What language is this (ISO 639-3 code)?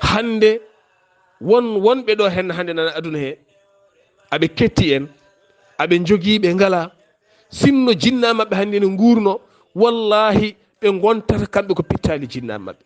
ful